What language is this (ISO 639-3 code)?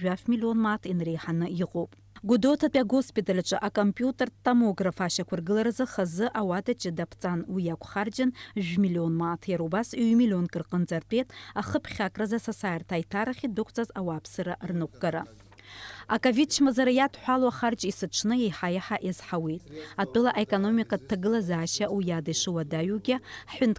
abk